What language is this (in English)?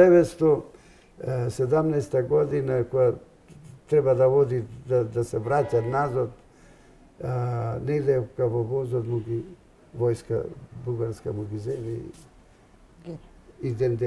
Macedonian